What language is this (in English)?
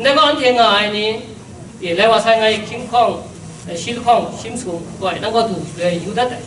Kachin